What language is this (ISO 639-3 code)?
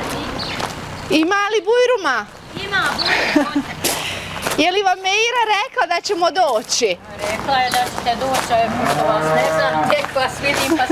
bos